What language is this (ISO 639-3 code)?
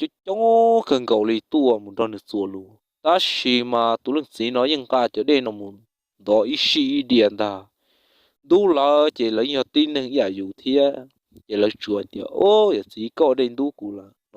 hmn